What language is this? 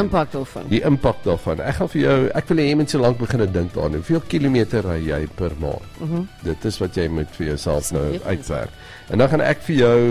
Afrikaans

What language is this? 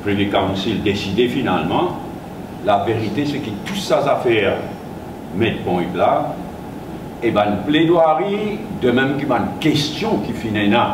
Morisyen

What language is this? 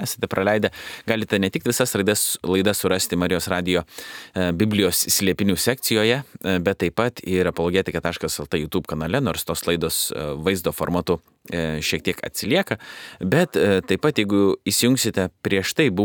Lithuanian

